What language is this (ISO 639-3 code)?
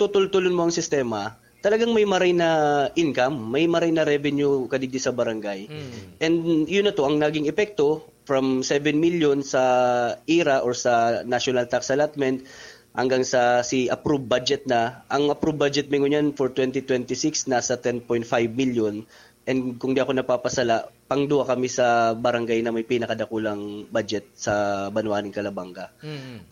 bik